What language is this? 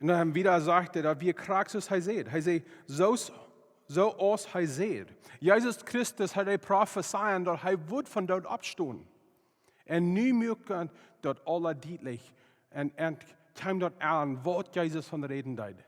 Plautdietsch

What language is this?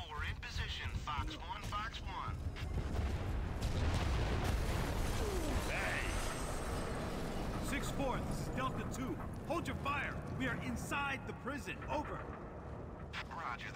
English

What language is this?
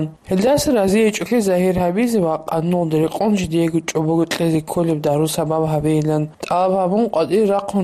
Avaric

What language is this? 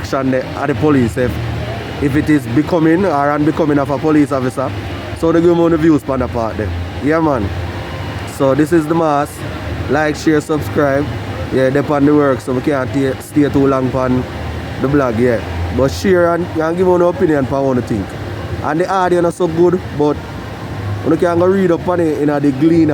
Jamaican Creole English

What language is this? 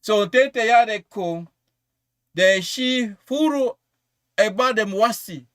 Sranan Tongo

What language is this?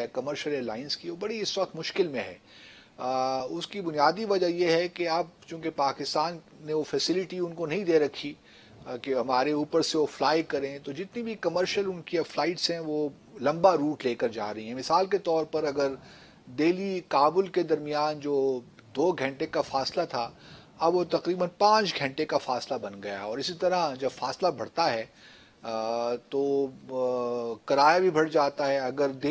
Urdu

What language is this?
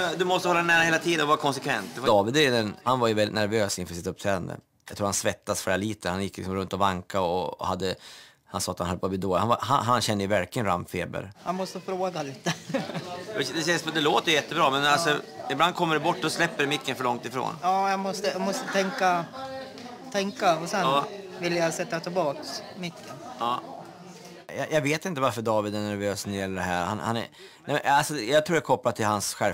Swedish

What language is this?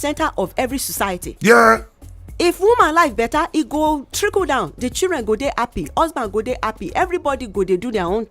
Nigerian Pidgin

